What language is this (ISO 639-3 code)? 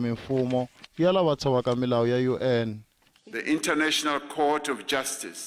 tso